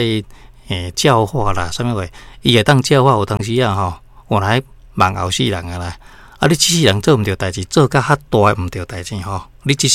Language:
Min Nan Chinese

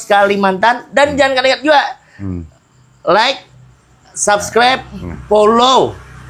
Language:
Banjar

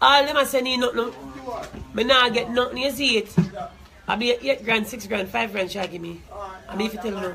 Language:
Jamaican Creole English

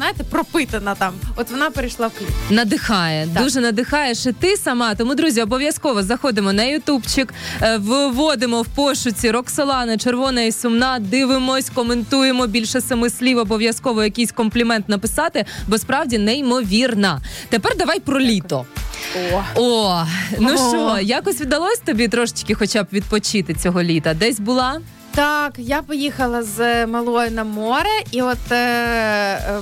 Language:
Ukrainian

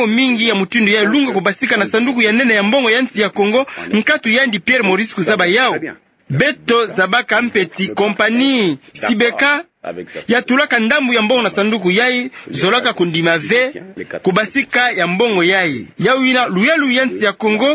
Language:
Kituba (Democratic Republic of Congo)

